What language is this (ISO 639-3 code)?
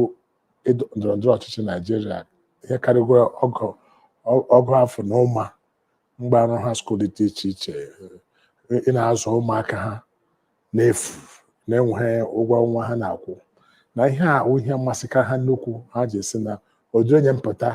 ibo